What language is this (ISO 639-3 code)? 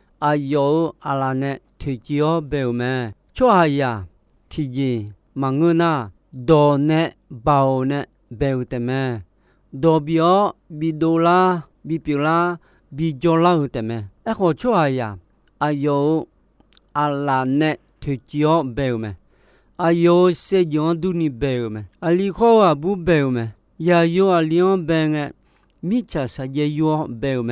ahk